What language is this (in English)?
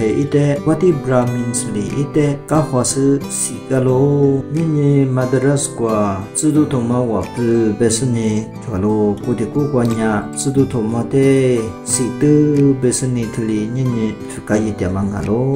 Lisu